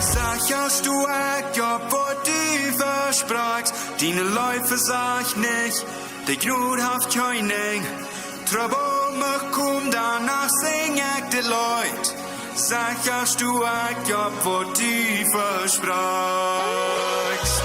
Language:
Plautdietsch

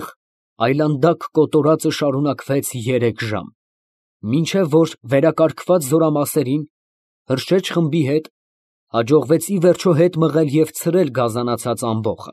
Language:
Armenian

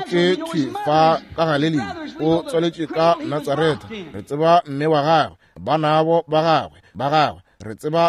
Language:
Northern Sotho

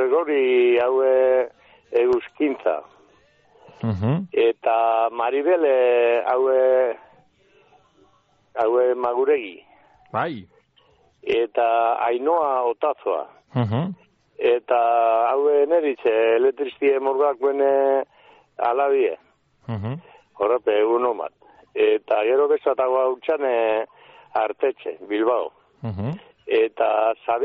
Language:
Basque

